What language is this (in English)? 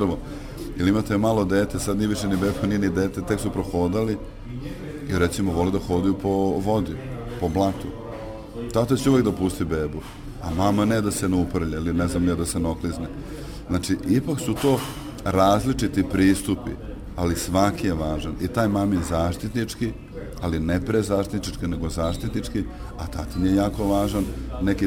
Serbian